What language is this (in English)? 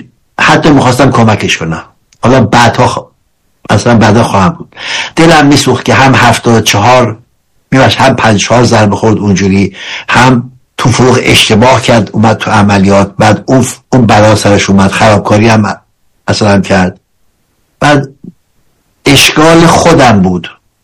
Persian